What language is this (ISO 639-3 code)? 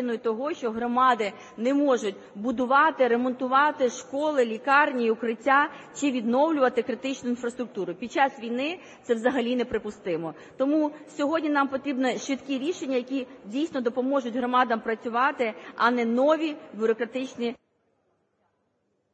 ukr